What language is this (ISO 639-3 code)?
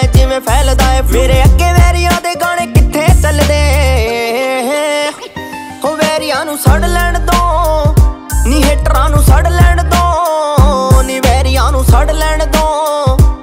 pan